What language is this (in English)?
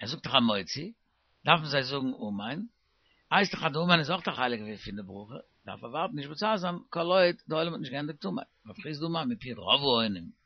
Yiddish